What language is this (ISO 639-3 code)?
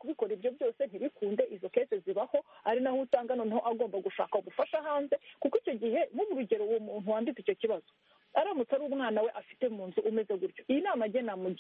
kin